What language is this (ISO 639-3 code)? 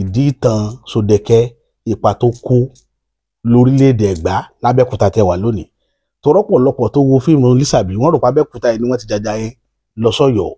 yor